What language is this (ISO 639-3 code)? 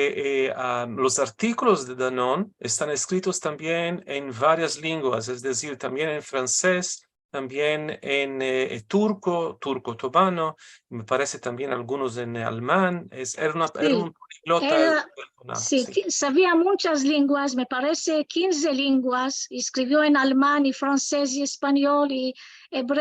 lad